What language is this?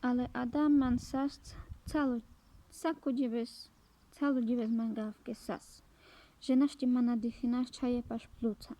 Carpathian Romani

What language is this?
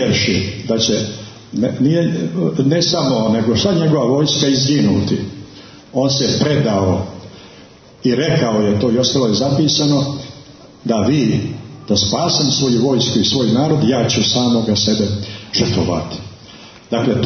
Serbian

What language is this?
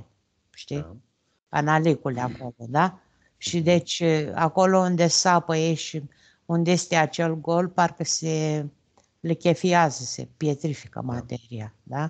Romanian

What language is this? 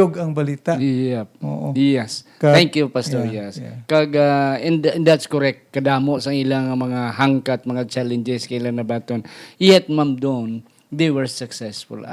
Hiligaynon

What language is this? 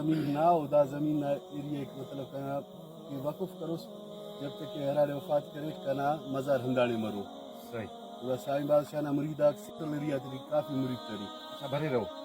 Brahui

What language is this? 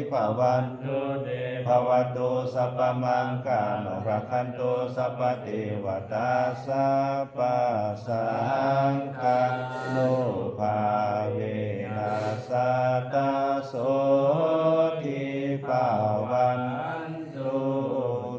Pali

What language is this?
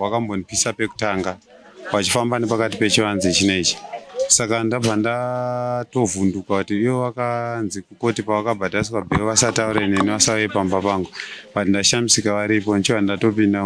Shona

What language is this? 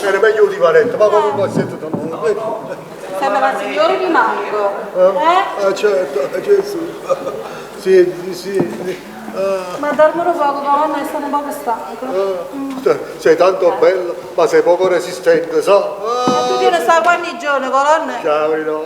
Neapolitan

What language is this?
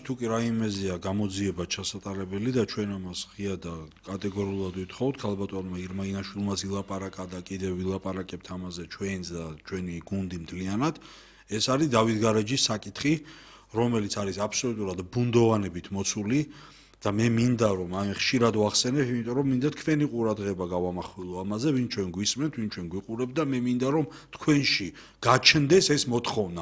Georgian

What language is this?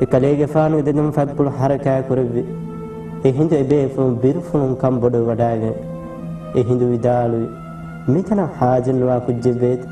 Divehi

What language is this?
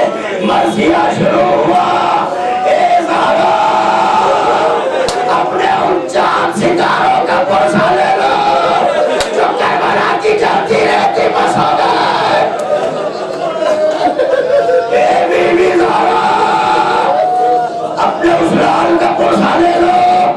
Urdu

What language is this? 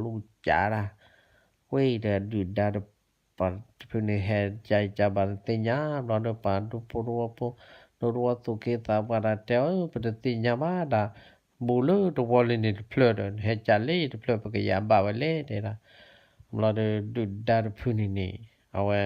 S'gaw Karen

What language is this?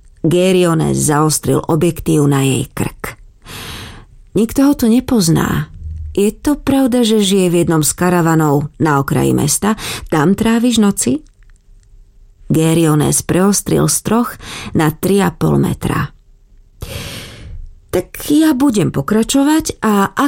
Slovak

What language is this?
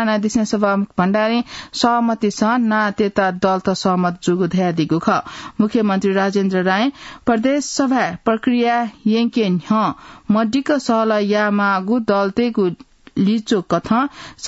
Newari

